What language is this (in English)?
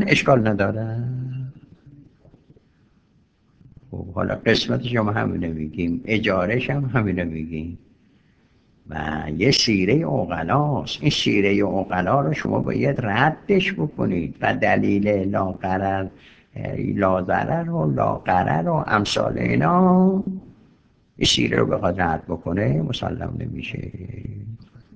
Persian